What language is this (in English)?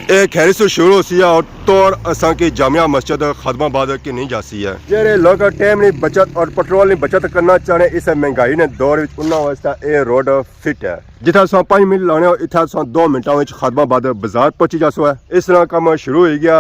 Pahari-Potwari